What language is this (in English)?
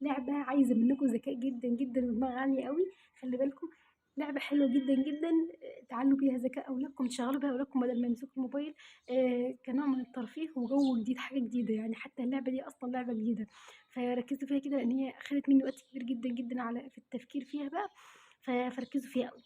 Egyptian Arabic